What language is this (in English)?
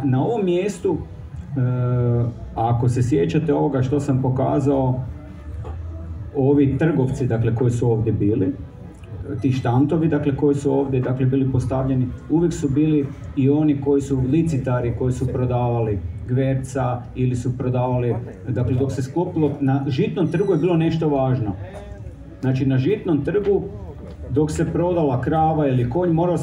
Croatian